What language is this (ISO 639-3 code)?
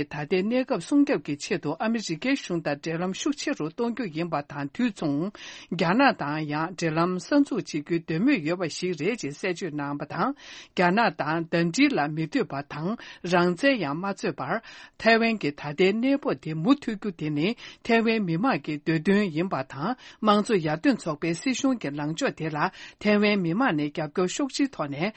bod